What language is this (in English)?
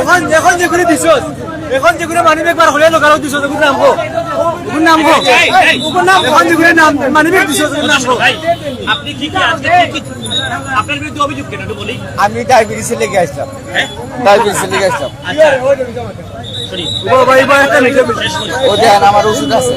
Sylheti